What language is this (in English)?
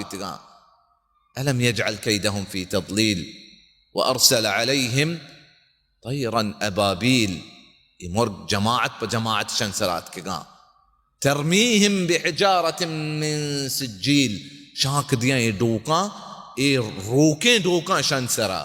Baluchi